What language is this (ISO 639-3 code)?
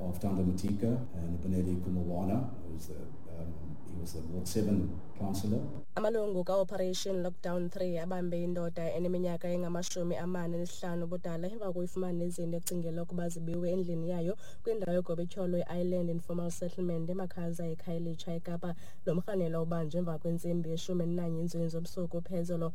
xho